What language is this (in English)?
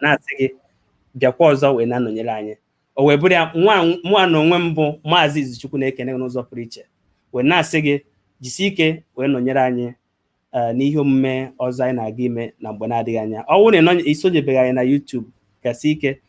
Igbo